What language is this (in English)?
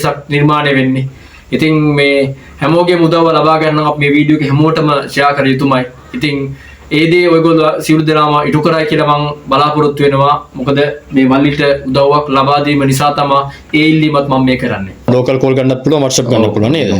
Sinhala